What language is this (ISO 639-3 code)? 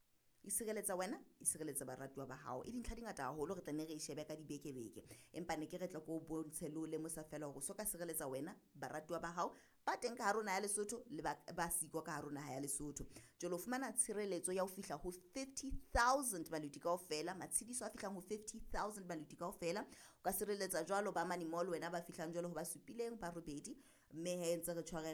sot